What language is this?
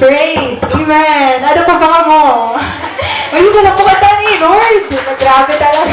Waray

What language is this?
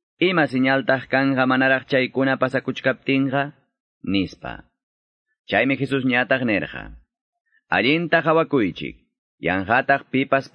Quechua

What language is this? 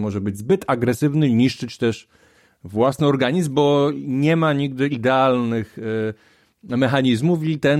Polish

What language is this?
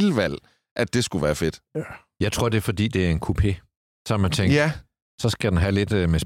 Danish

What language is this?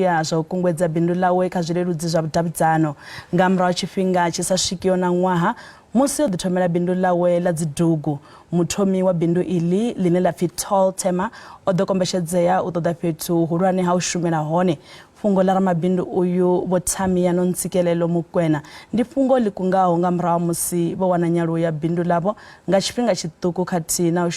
Venda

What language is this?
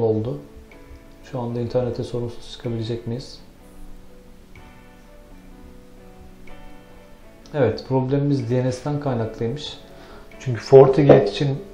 Turkish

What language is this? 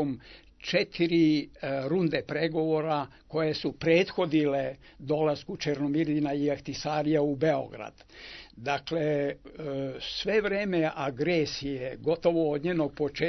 Serbian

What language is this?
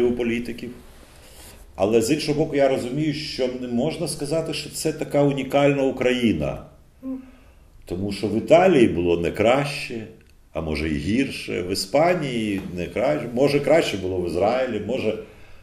Ukrainian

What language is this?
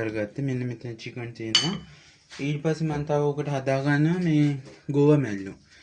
Sinhala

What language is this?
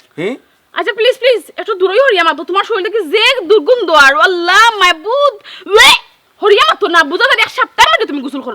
Sylheti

